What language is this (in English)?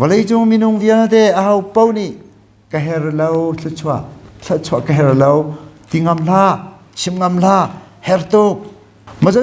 Hakha Chin